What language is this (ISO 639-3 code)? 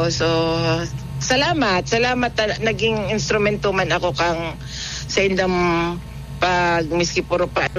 bik